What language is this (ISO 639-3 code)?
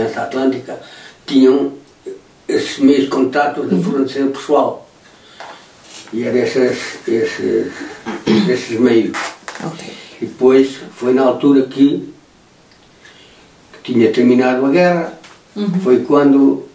por